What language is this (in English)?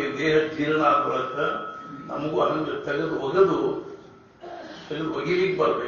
Kannada